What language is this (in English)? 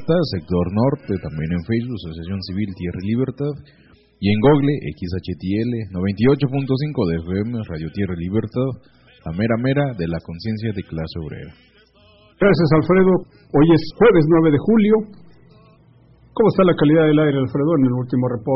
Spanish